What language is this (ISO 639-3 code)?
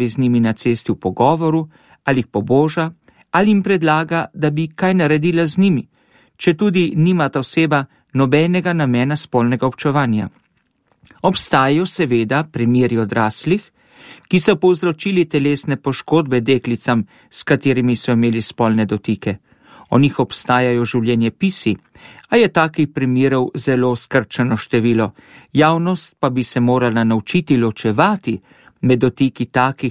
slv